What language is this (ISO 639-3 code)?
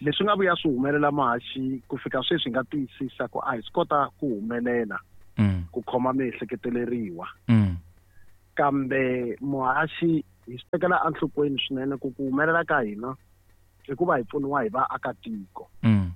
tso